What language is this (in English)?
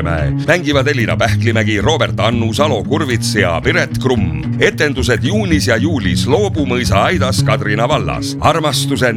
Estonian